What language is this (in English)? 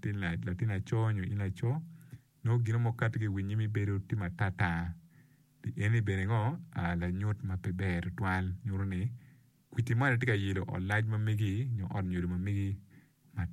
Acoli